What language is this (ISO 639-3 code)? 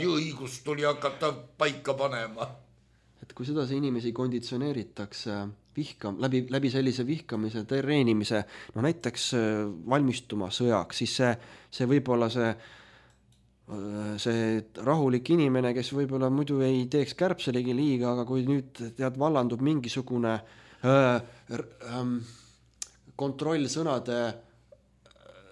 est